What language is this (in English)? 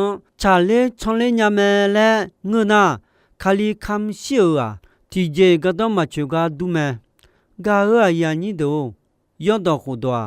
Akha